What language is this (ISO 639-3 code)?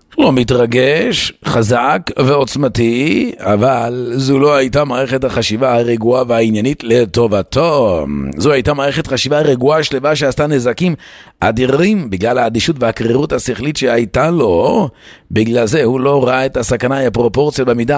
heb